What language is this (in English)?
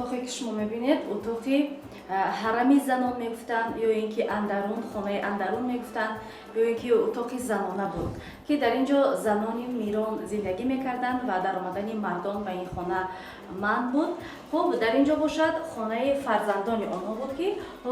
Tajik